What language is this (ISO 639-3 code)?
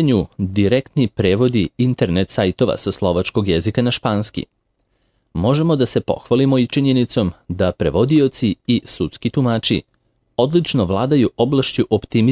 srp